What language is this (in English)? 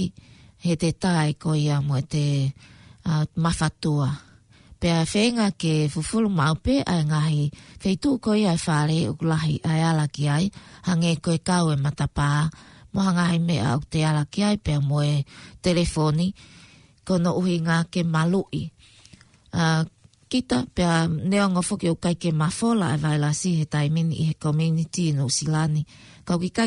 Tongan